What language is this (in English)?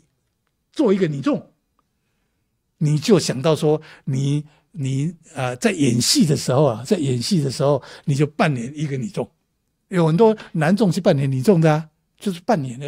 Chinese